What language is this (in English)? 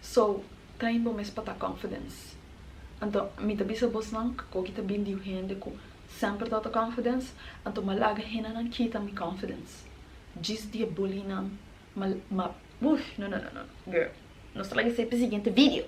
Papiamento